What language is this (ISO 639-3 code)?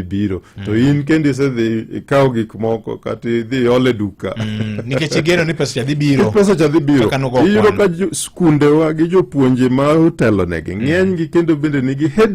luo